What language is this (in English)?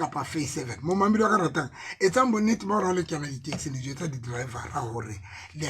Southern Sotho